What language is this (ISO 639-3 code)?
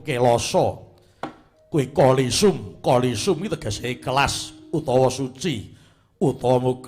jav